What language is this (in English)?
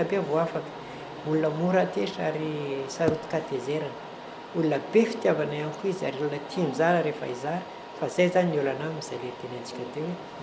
Malagasy